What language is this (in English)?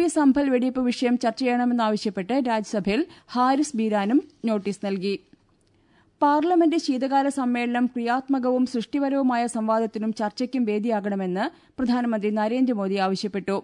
Malayalam